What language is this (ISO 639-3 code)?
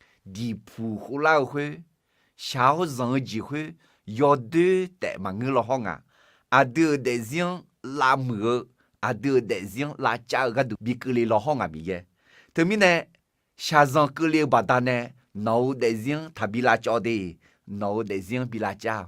ahk